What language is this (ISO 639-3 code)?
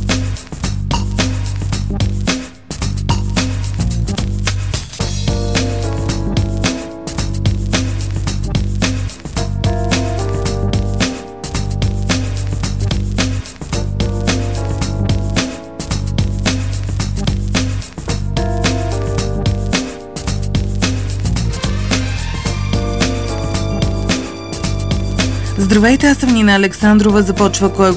bul